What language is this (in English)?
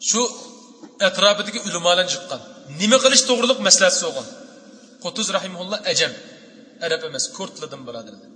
Uyghur